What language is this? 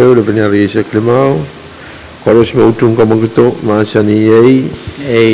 Pohnpeian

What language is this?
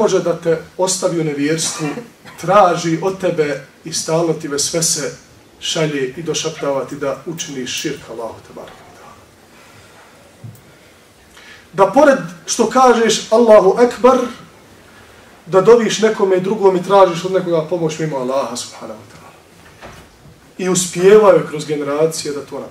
Bosnian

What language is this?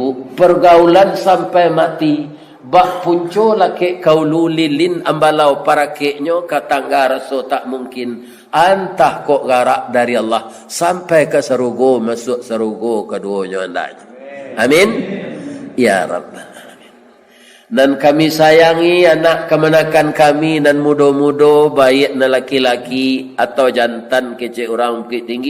Minangkabau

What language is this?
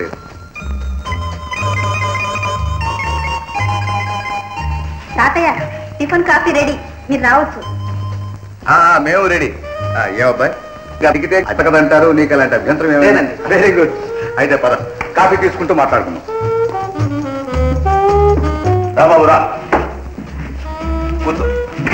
Telugu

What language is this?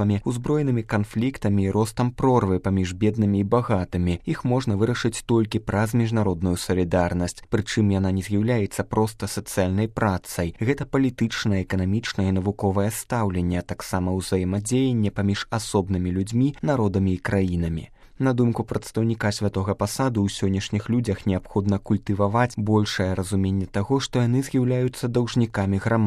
Belarusian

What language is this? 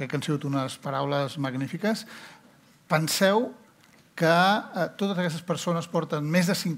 Catalan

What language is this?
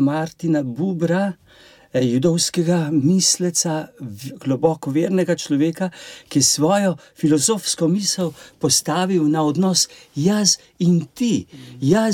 Slovenian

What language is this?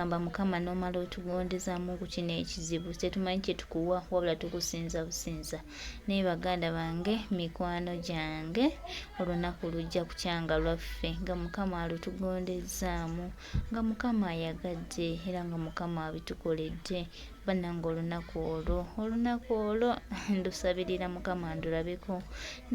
Ganda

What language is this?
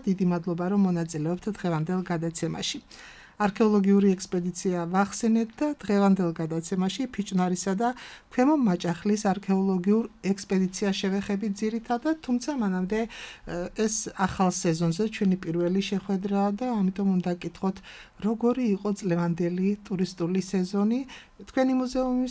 Georgian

